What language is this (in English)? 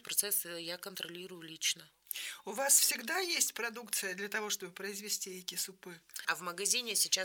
Russian